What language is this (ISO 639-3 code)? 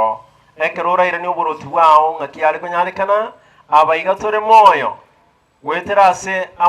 guz